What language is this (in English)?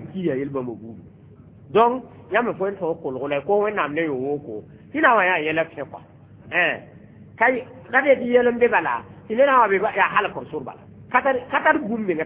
Mossi